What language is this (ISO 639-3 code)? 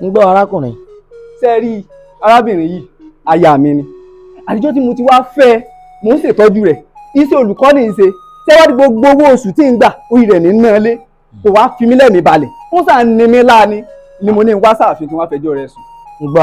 yor